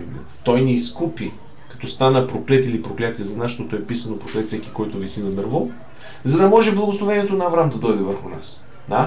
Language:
Bulgarian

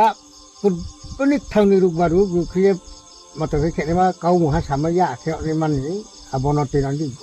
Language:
Riang (India)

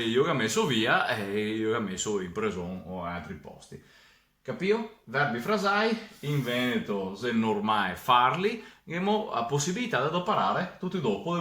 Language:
Venetian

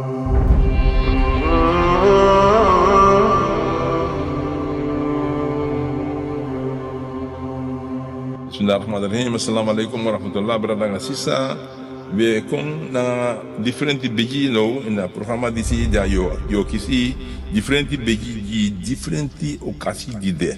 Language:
Sranan Tongo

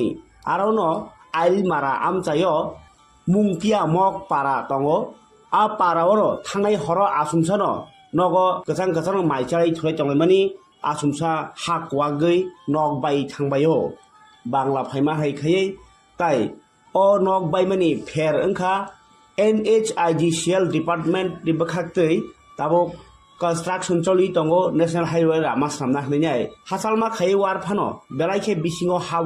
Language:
Kok Borok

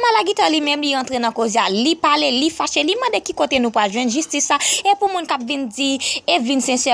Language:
Haitian Creole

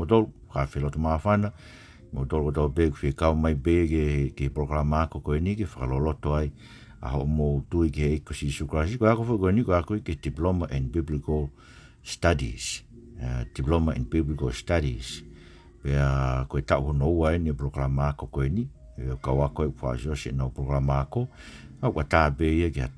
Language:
Tongan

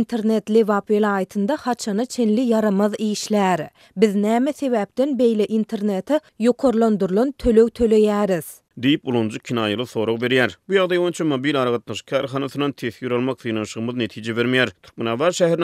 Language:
Turkmen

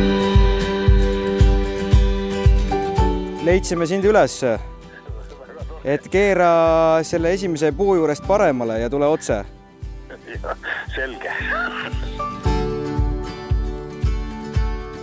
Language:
Estonian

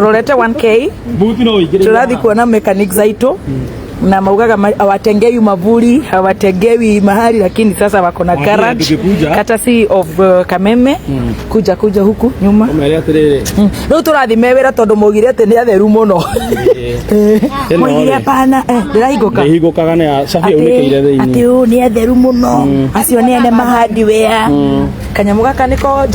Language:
Kikuyu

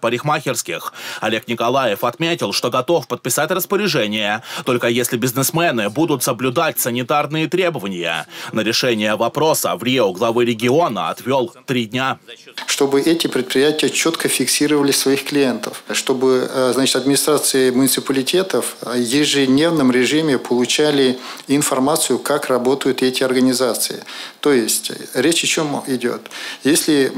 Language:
Russian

